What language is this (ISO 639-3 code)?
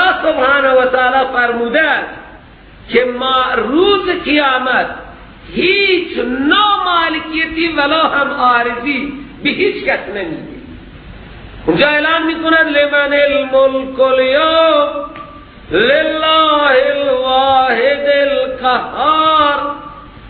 fas